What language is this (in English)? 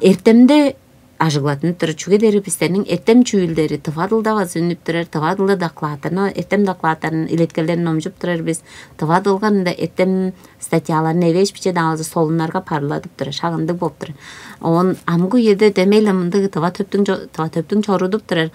Tuvinian